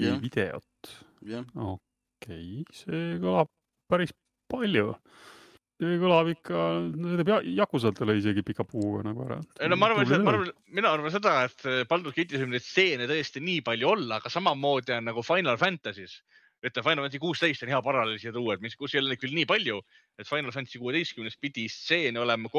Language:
Estonian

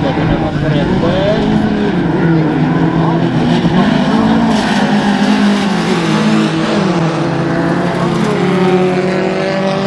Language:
Norwegian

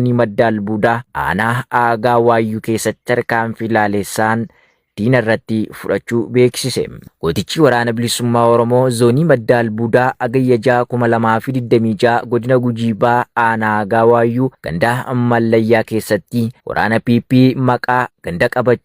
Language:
Oromo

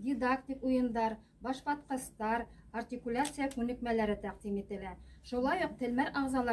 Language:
Bashkir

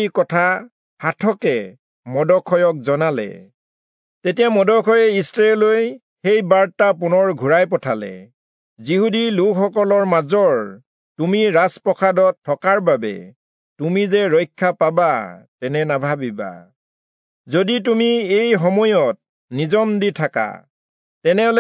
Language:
Assamese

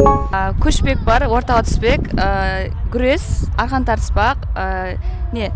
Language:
Kara-Kalpak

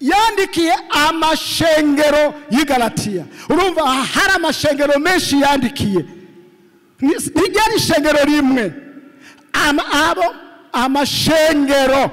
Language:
Rundi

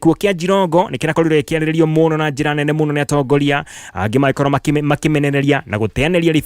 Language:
Kikuyu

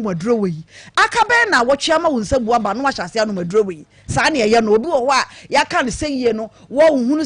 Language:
Akan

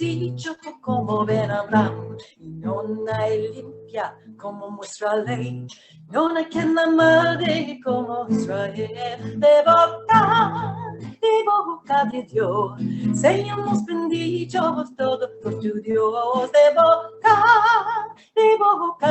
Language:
Ladino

